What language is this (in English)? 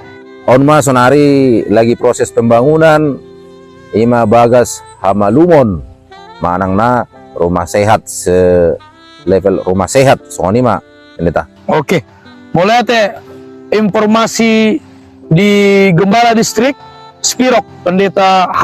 Batak Toba